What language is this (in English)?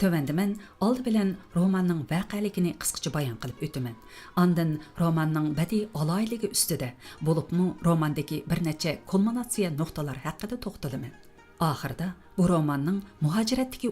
Uyghur